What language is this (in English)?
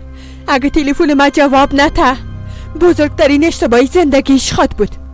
Persian